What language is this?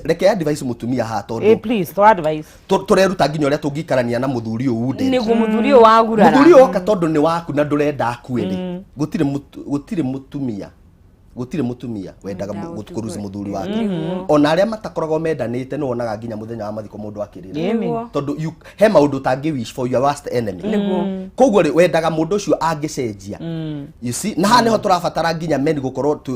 Kikuyu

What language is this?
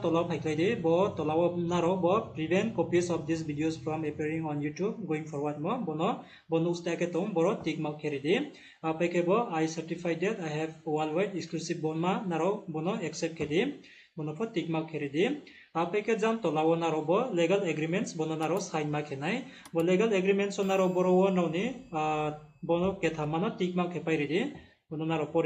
Riang (India)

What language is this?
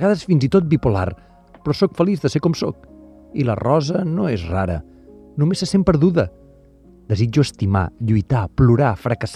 Catalan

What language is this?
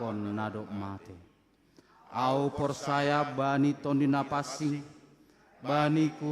Batak Simalungun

